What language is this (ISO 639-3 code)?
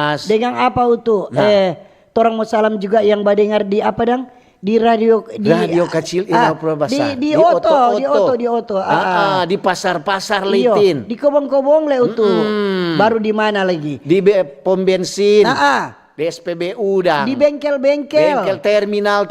xmm